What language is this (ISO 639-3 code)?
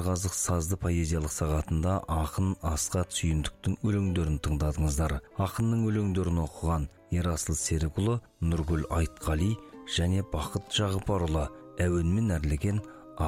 kaz